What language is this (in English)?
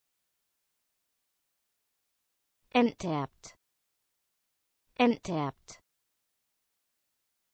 German